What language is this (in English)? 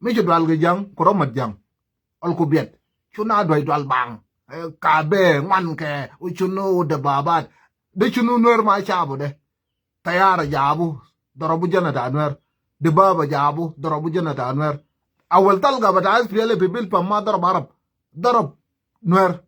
Nuer